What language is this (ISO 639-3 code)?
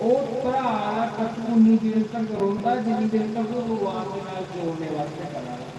doi